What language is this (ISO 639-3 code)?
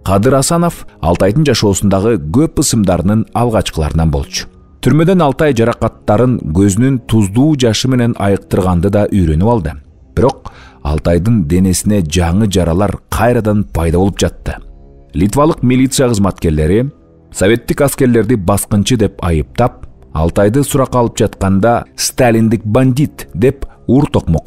kir